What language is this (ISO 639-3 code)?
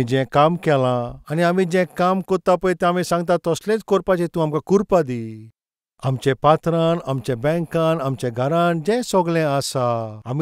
kok